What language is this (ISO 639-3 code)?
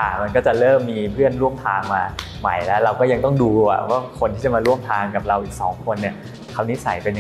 tha